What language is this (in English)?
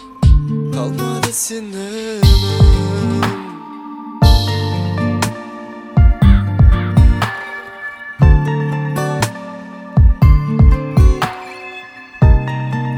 Kazakh